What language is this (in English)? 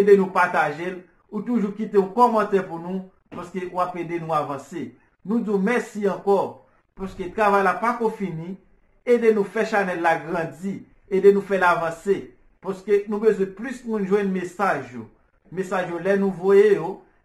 Haitian Creole